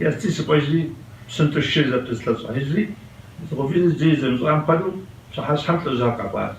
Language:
Kabardian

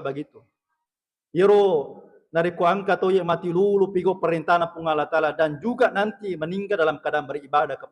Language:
Buginese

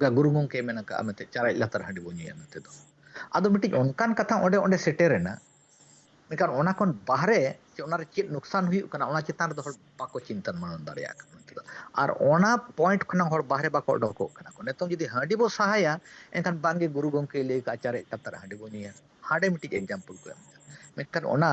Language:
Santali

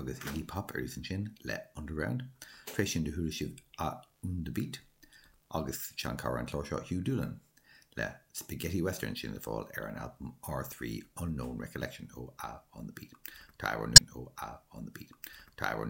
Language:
Irish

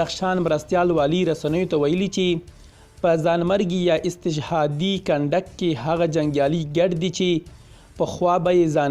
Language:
Pashto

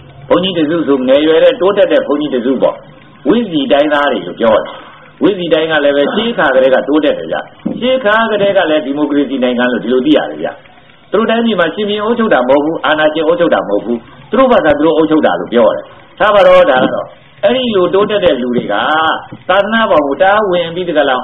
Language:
Burmese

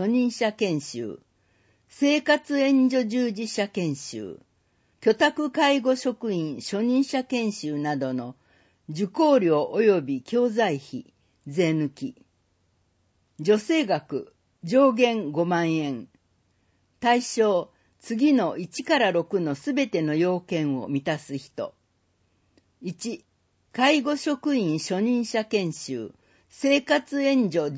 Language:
Japanese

